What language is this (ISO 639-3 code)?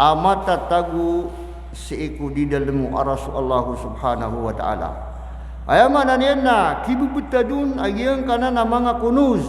mrw